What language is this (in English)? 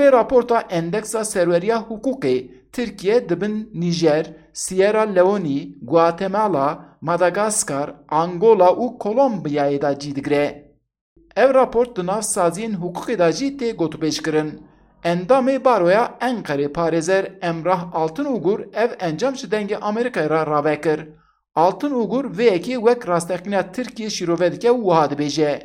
Kurdish